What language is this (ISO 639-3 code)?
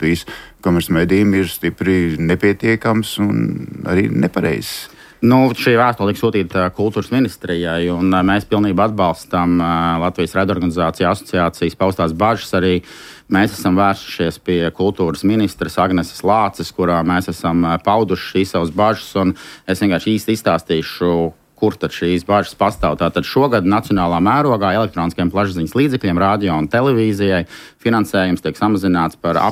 lav